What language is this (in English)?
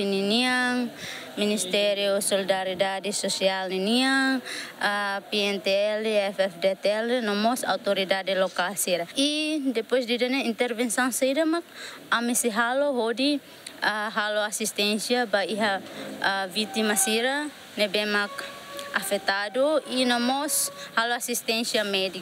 Tetum